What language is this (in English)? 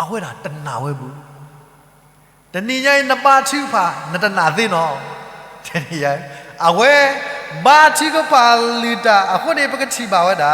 S'gaw Karen